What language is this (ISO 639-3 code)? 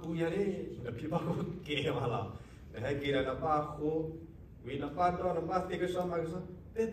ksw